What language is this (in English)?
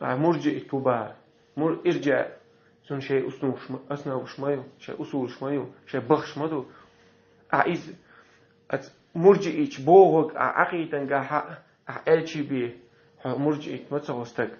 Chechen